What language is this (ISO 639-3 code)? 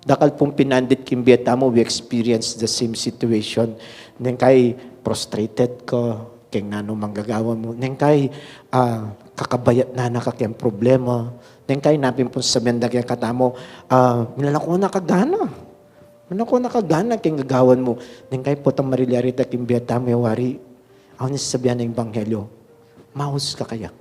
pam